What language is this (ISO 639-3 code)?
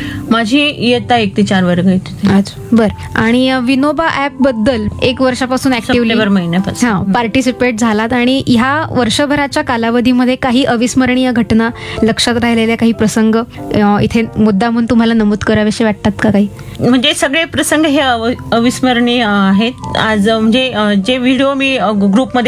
mar